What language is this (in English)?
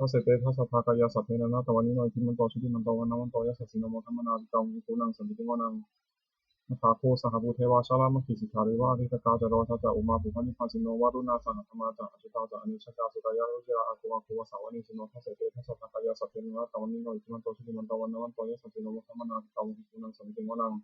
Pali